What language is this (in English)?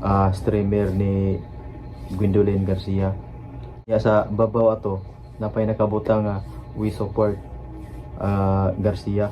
Cebuano